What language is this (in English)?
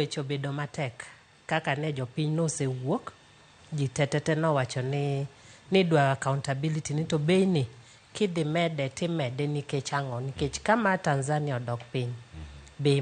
Luo (Kenya and Tanzania)